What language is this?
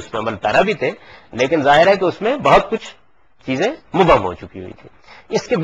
Urdu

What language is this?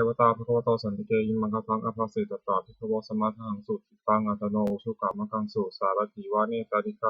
Pali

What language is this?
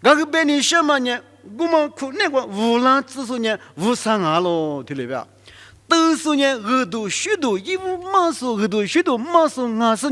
Lisu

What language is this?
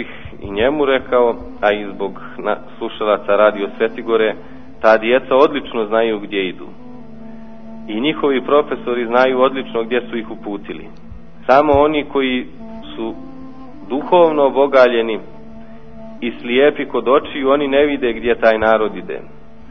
Serbian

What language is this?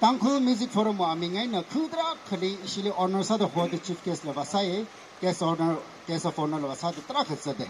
Tangkhul Naga (India)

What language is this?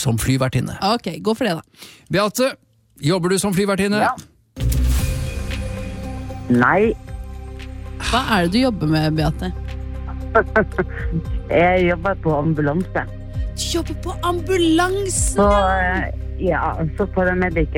Norwegian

